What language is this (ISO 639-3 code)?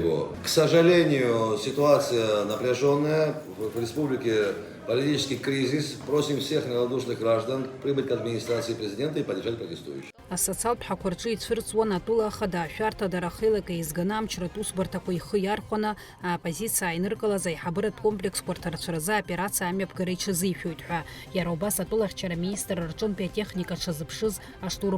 abk